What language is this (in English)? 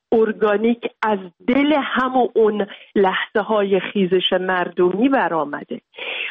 Persian